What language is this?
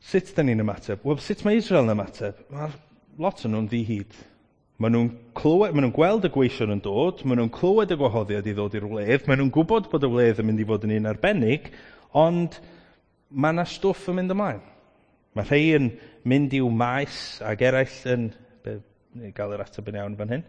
Welsh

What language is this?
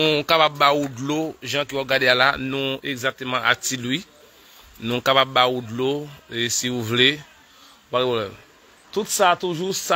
Haitian Creole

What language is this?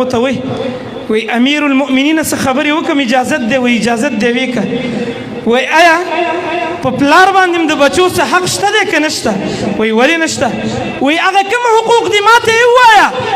Pashto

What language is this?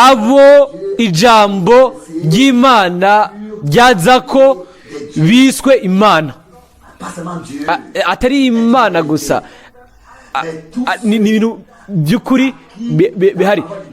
Rundi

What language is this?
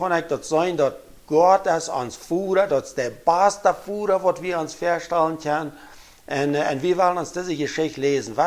Plautdietsch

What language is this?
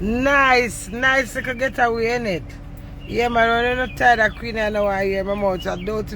Jamaican Creole English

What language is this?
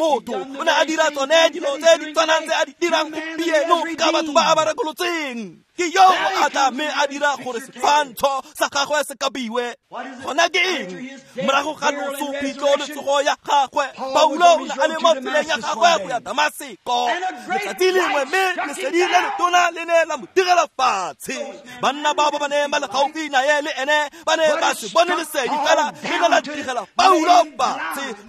Tswana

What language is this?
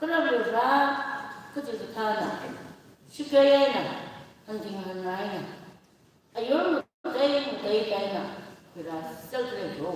Tangkhul Naga (India)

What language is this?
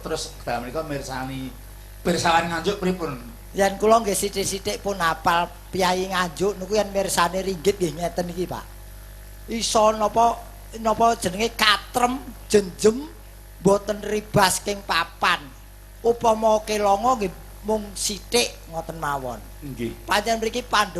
Javanese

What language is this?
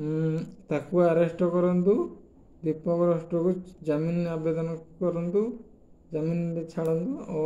Odia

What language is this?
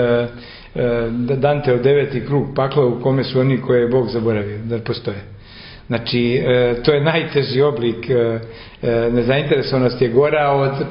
Serbian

